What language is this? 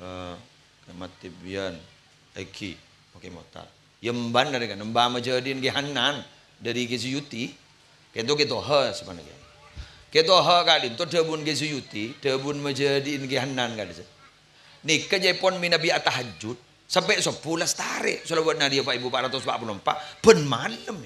Madurese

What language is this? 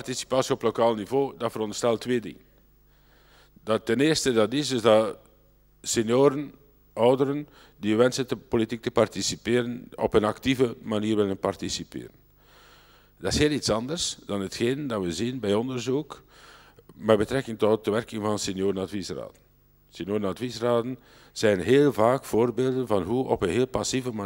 Dutch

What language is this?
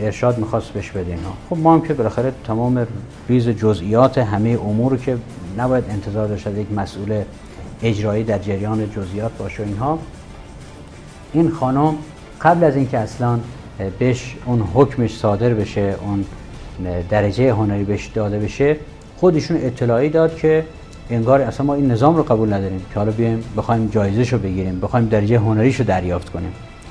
Persian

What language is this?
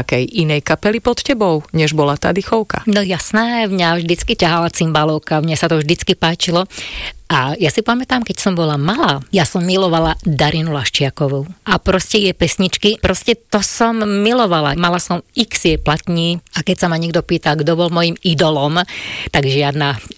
Slovak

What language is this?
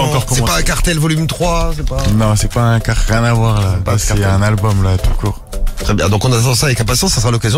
French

